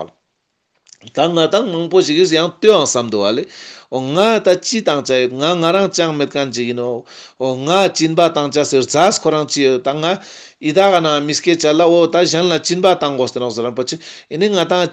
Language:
Ladakhi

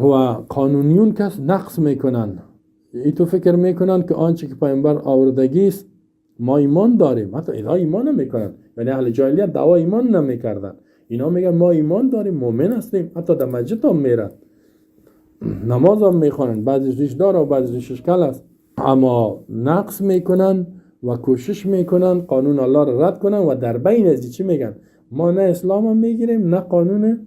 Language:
Persian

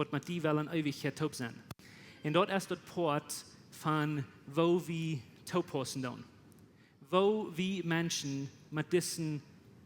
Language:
Plautdietsch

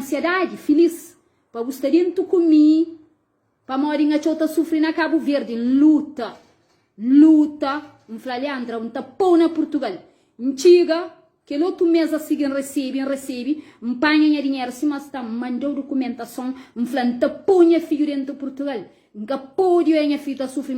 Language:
Kabuverdianu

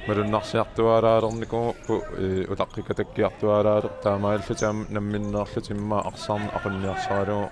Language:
Kalaallisut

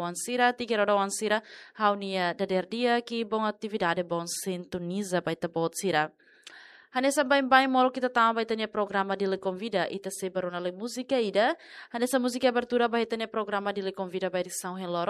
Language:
Tetum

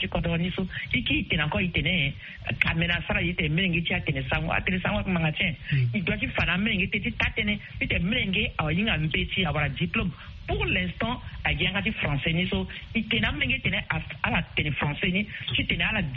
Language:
Sango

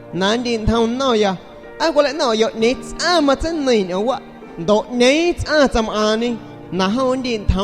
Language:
San Pedro Amuzgos Amuzgo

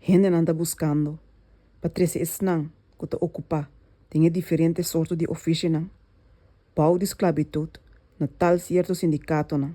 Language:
Papiamento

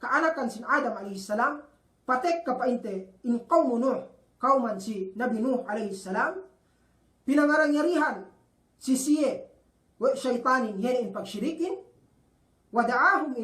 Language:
Yakan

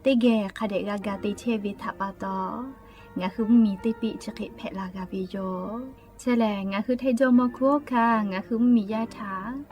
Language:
Lahu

